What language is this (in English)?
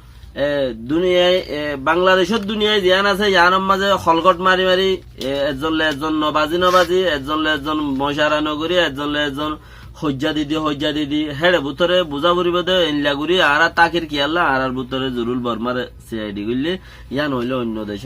Rohingya